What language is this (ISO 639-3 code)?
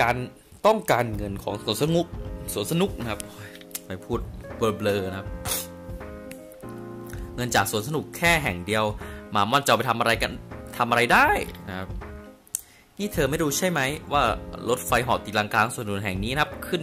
tha